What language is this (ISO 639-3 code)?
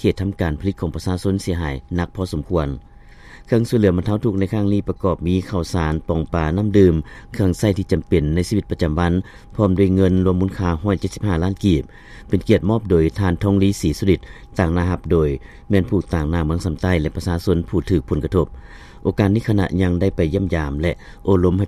lao